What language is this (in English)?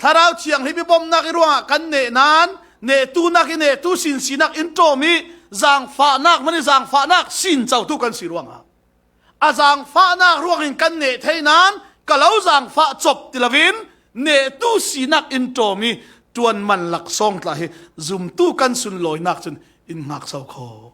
Falam Chin